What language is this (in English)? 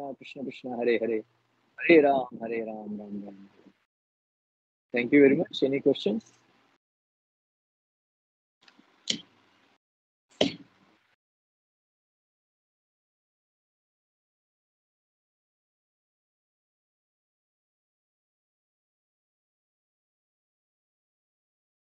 Hindi